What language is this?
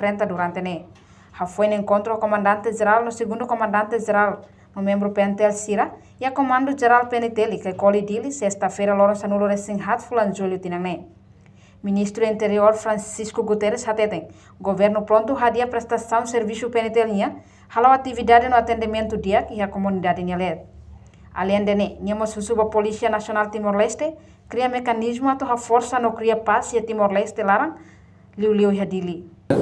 Tetum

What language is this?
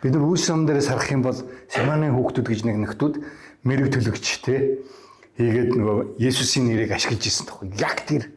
Mongolian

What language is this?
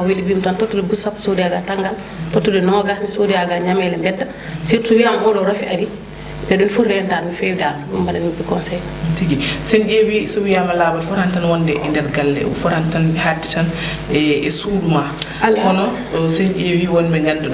Fula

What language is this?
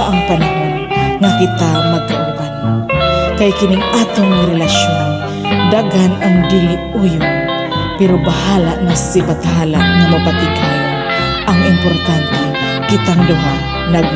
Cebuano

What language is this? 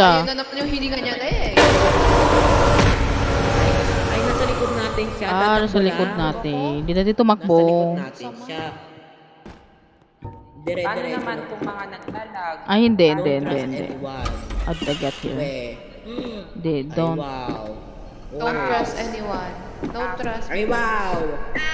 Filipino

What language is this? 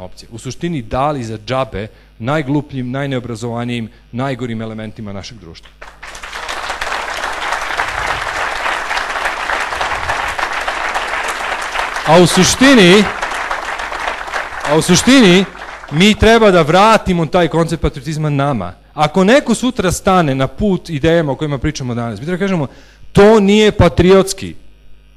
Serbian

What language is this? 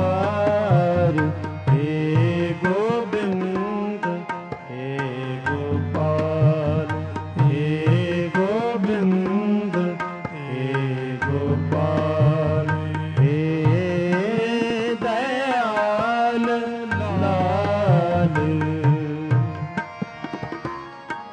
Hindi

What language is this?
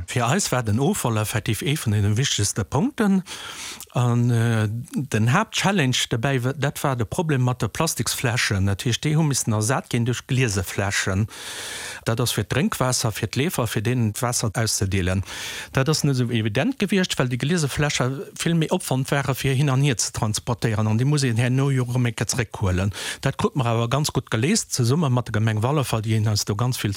Luxembourgish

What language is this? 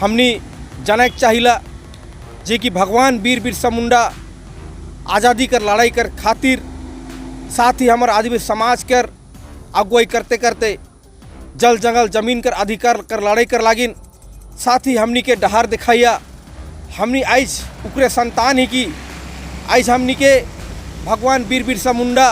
Sadri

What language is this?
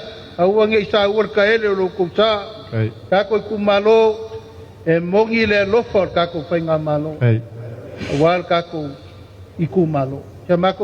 Samoan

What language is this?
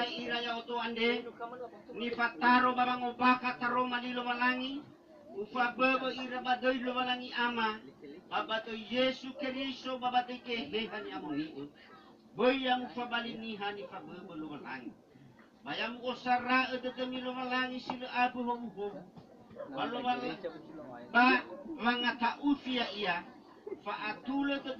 Nias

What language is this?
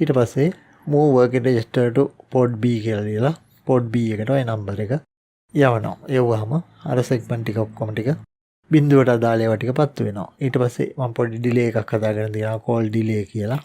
Sinhala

